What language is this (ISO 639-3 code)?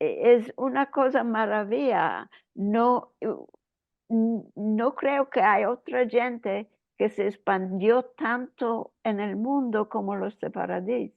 lad